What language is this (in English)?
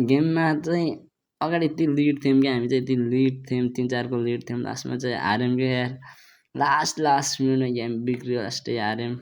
Nepali